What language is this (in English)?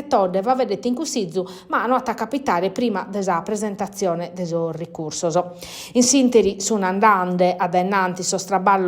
Sardinian